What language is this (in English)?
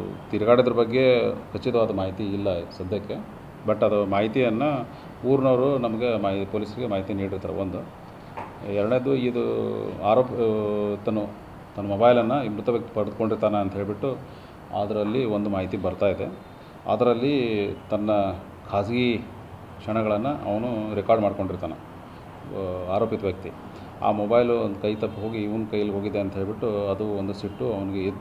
Kannada